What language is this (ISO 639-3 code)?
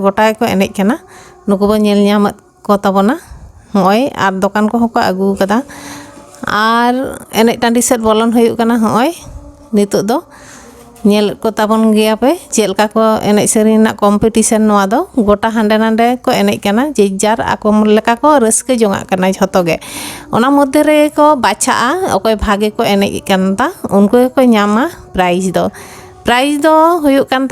sat